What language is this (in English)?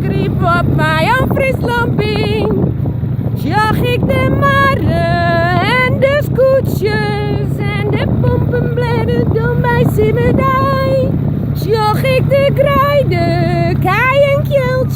Western Frisian